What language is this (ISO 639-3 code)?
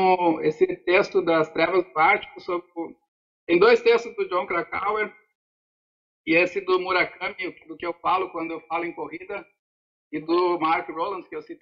por